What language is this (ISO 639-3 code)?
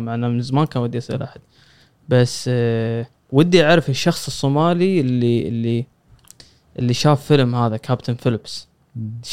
afb